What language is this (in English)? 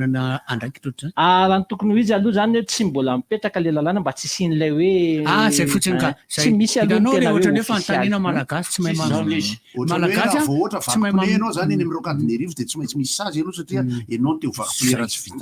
Malagasy